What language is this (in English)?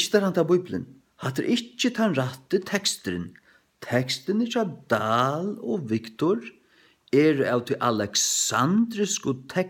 Faroese